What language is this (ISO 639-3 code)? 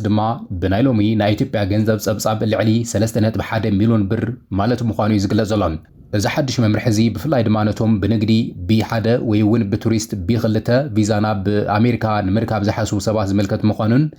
tir